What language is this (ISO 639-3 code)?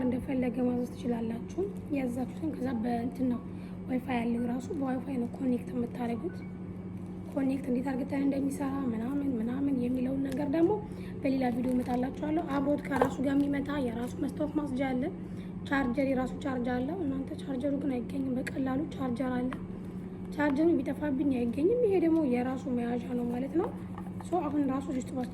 amh